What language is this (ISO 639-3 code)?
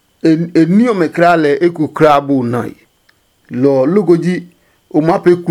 ada